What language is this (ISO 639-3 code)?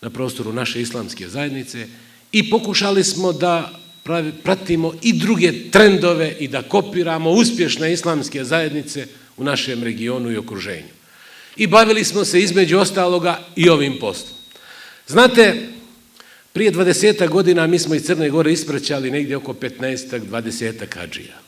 bos